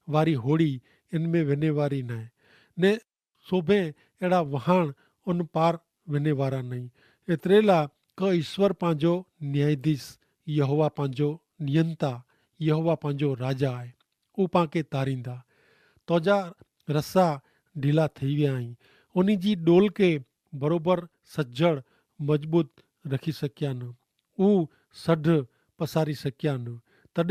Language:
Kachhi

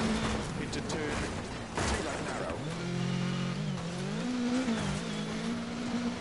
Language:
English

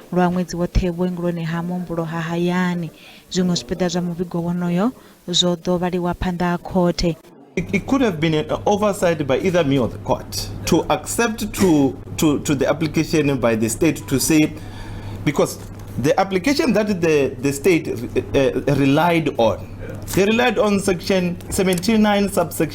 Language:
Venda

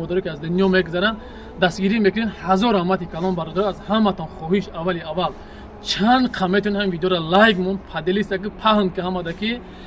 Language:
Tajik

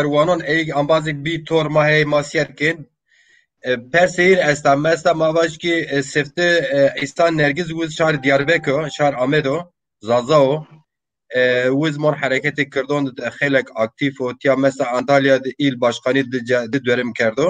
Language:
Zaza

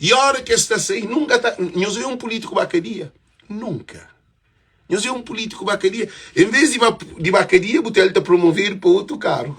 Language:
Kabuverdianu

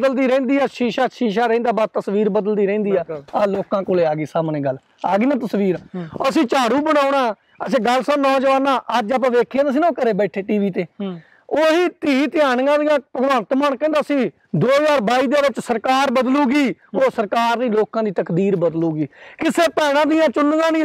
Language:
Punjabi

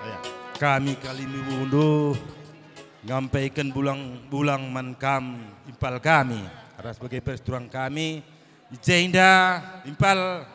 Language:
Batak Karo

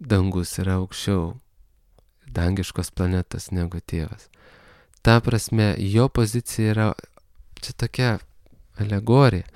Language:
Lithuanian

